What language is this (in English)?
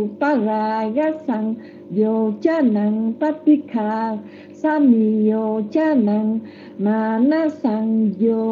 Vietnamese